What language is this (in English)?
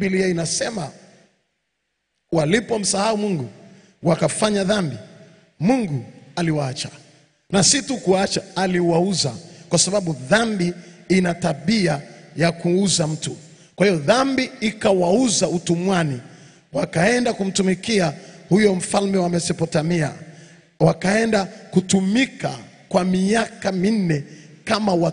Swahili